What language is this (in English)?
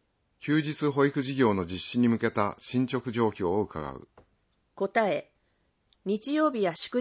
Japanese